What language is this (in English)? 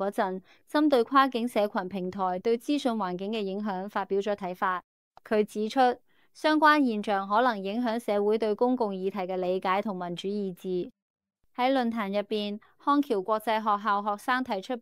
Cantonese